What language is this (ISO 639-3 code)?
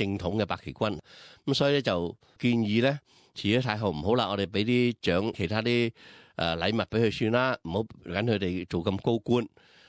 yue